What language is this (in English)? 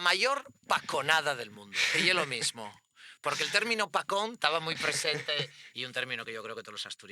Asturian